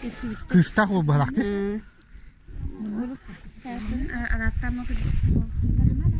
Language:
Yakut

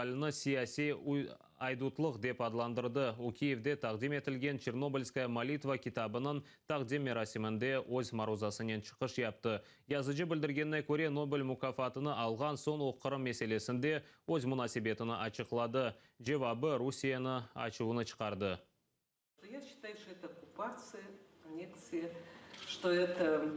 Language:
Crimean Tatar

